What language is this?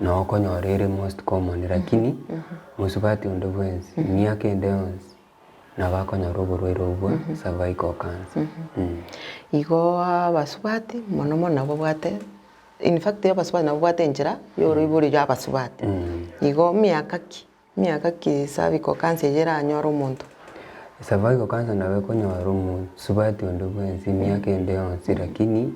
Gusii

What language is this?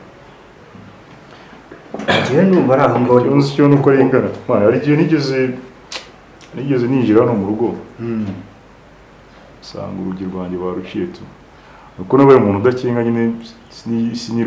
Kinyarwanda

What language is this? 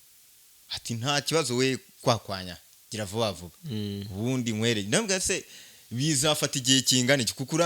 Kinyarwanda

